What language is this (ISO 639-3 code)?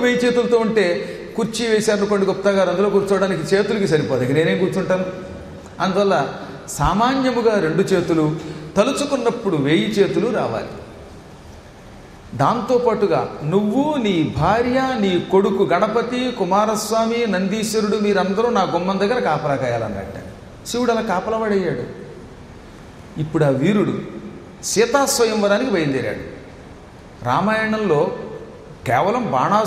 tel